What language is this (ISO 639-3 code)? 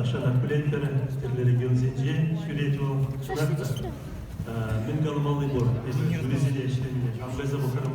chv